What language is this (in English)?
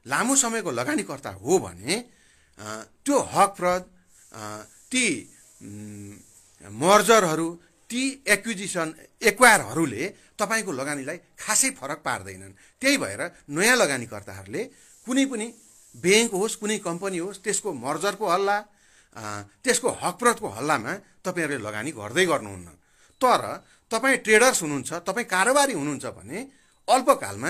Nepali